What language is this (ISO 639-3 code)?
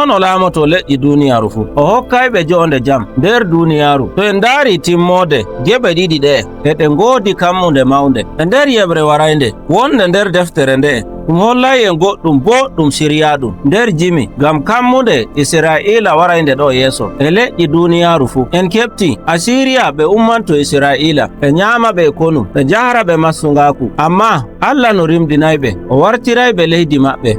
fuv